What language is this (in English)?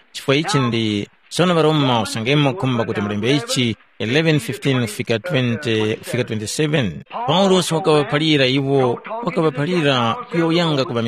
Tumbuka